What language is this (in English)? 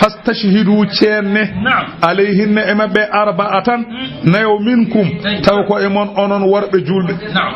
Fula